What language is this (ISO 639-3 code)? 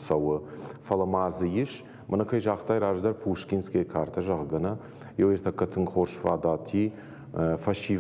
oss